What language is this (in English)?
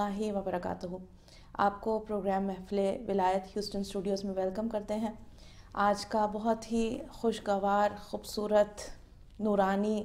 Urdu